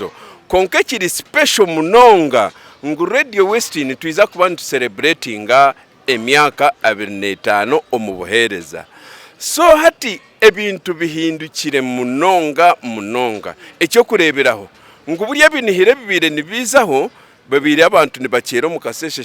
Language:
Nyankole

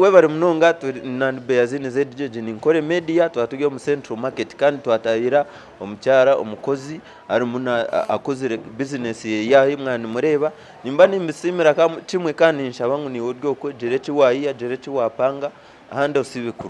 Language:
Nyankole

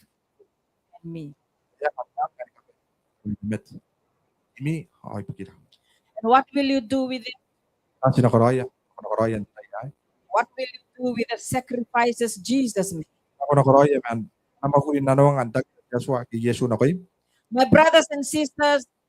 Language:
Gilbertese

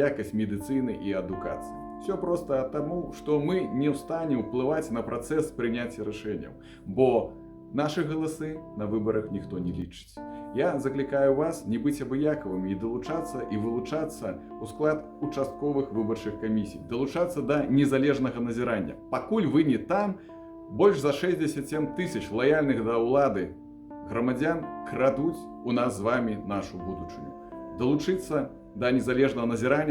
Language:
Belarusian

